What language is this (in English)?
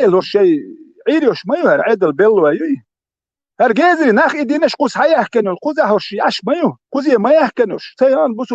Chechen